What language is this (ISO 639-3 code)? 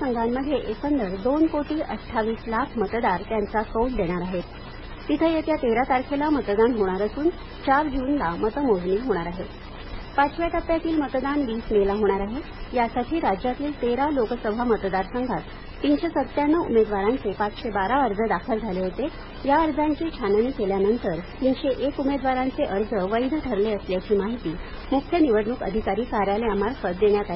mar